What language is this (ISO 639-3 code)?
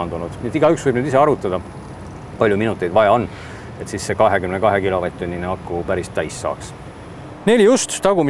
est